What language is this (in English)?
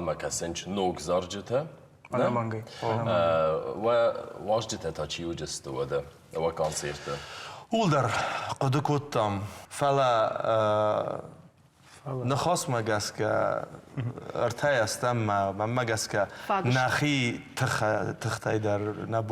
Ossetic